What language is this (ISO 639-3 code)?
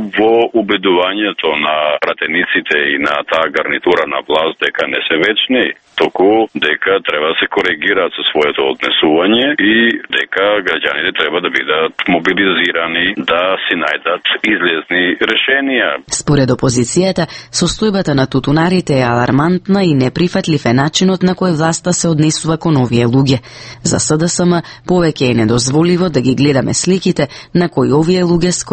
mkd